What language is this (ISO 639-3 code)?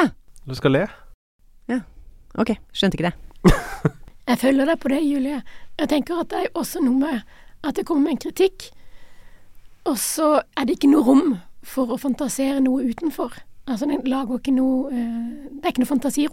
nor